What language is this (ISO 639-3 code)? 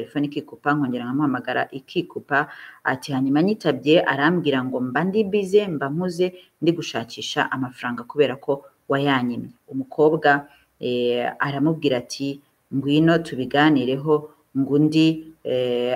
kin